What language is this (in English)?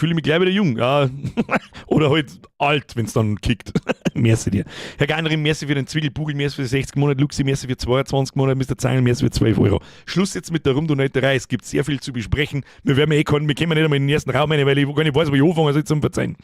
Bavarian